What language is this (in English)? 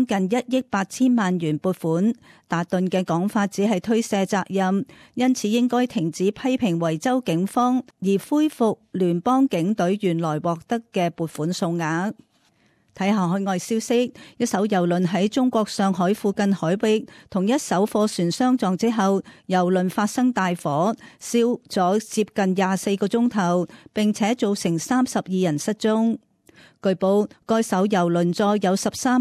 Cantonese